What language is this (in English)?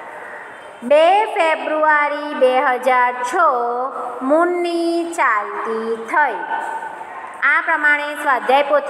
Gujarati